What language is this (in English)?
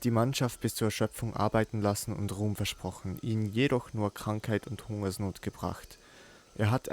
Swiss German